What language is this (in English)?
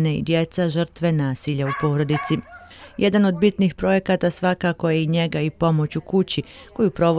Bosnian